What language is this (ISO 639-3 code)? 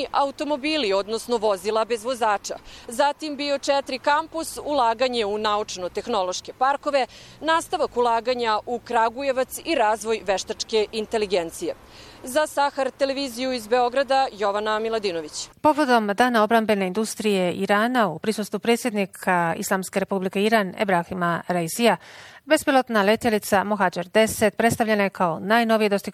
bos